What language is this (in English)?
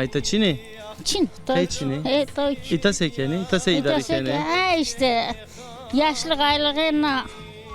Zaza